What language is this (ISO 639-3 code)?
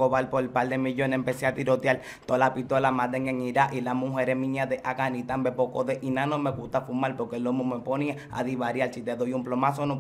spa